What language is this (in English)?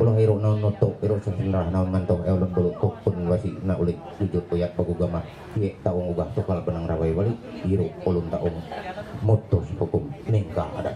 Ma'anyan